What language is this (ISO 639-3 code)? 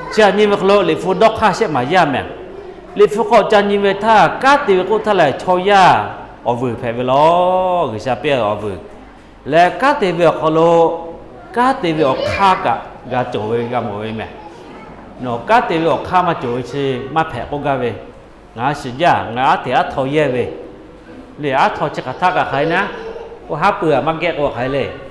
lhu